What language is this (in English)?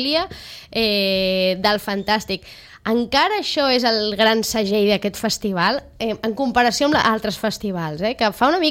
Catalan